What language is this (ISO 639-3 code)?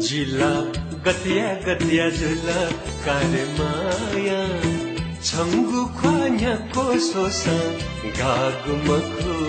new